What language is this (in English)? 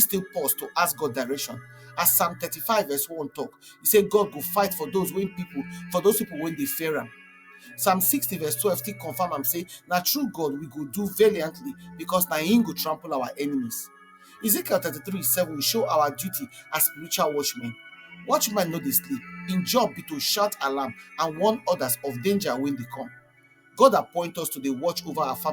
Nigerian Pidgin